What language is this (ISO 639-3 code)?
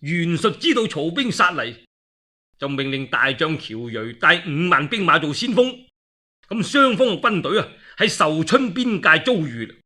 yue